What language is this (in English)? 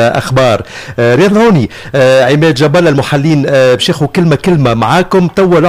Tunisian Arabic